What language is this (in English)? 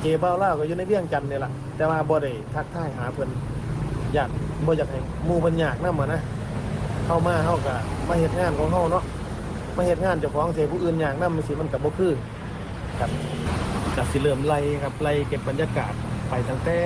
Northeastern Thai